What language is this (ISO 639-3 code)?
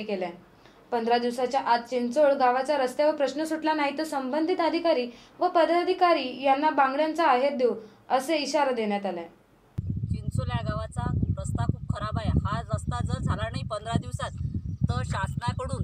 mar